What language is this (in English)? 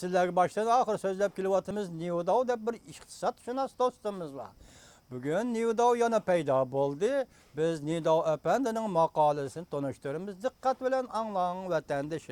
Uyghur